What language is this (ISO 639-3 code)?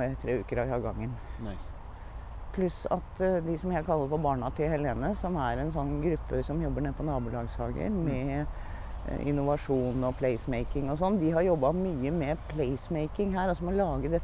nor